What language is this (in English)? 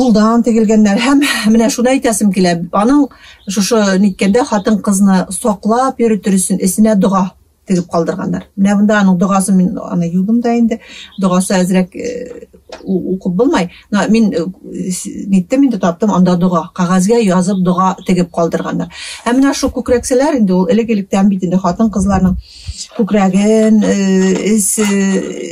Bashkir